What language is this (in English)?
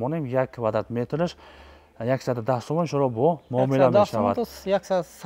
Tajik